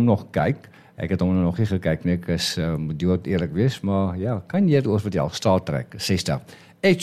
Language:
Afrikaans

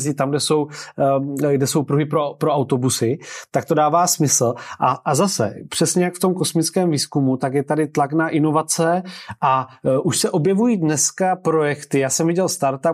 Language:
Czech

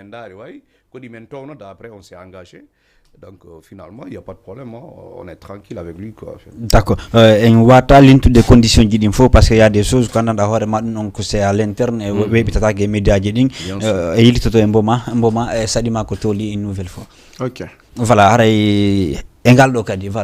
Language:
Fula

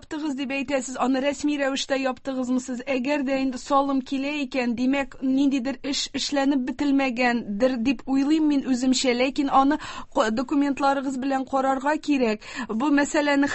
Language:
Tatar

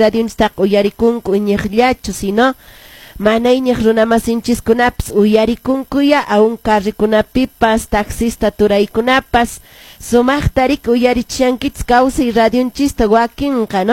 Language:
Quechua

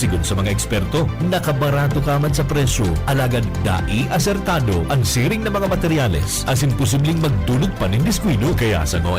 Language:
Bikol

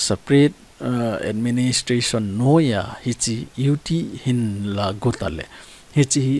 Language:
Thado Chin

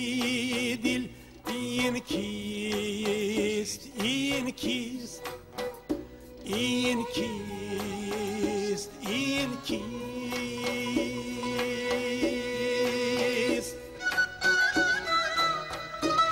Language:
Persian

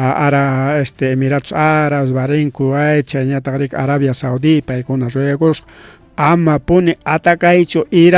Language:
Ayacucho Quechua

